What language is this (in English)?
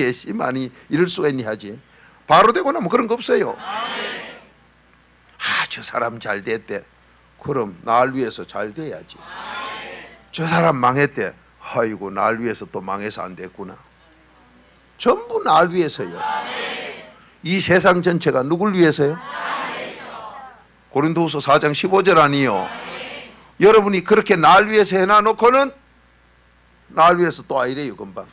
Korean